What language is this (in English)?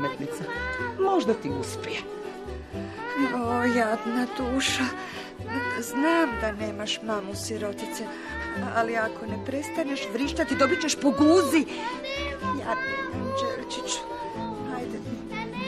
Croatian